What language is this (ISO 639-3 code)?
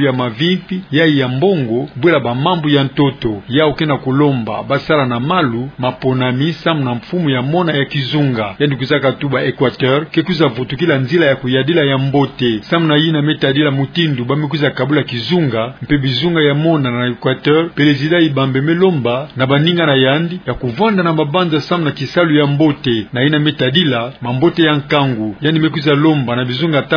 ktu